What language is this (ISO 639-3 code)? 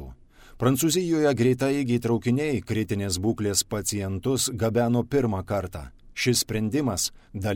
lit